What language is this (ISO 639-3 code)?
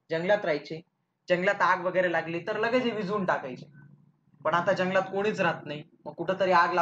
mar